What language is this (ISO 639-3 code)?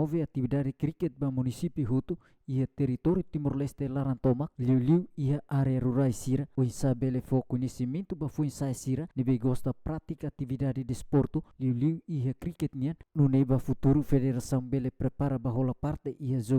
tet